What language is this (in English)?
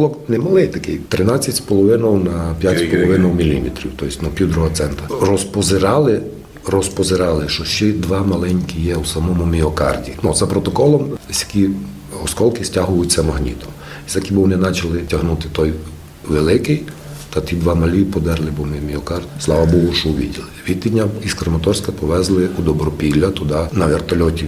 Rusyn